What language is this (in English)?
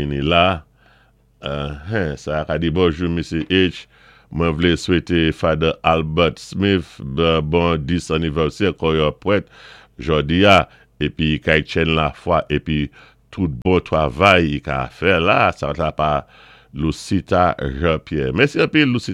Saint Lucian Creole French